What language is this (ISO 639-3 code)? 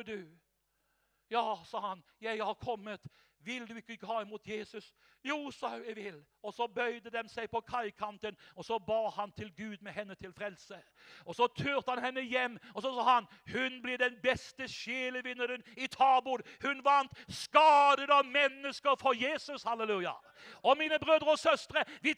nor